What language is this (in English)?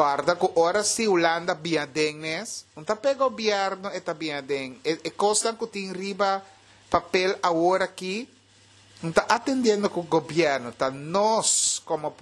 Papiamento